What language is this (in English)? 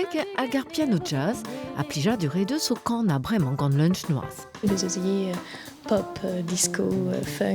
Breton